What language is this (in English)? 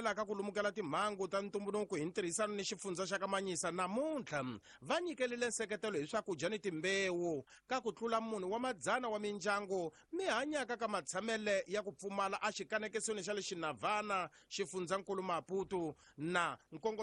Tsonga